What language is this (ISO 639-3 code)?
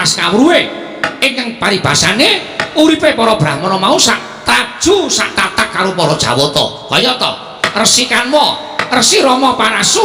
jav